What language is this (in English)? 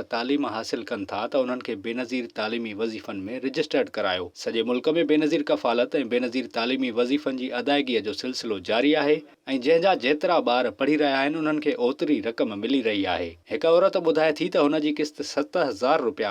Sindhi